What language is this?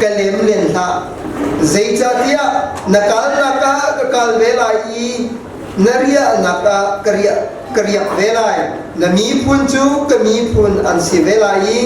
Hakha Chin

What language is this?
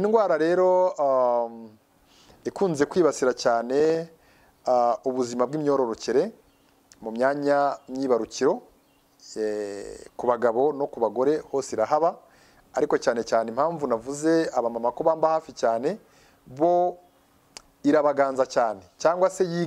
Kinyarwanda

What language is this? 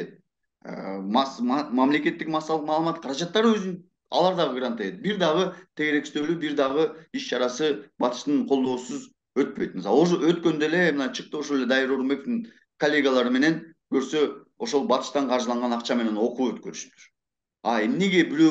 Kyrgyz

